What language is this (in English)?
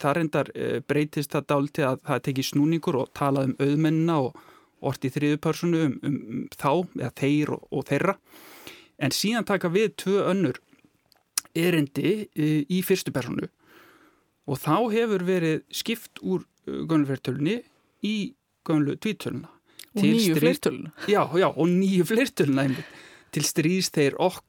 Icelandic